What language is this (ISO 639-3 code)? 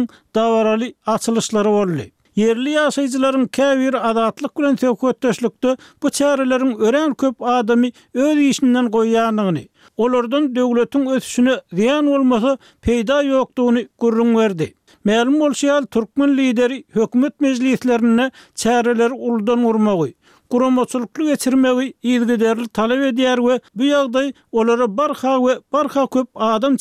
tuk